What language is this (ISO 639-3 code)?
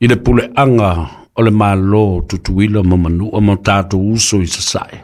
smo